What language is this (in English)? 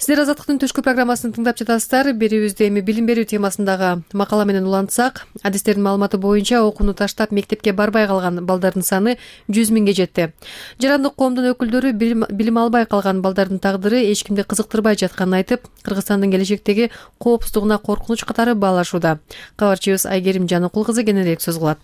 Kyrgyz